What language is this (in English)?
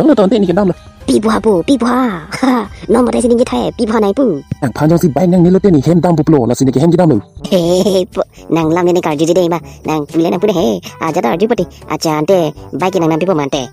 Karbi